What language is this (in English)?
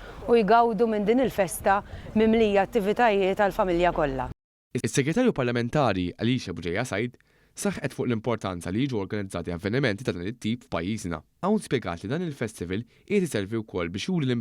Maltese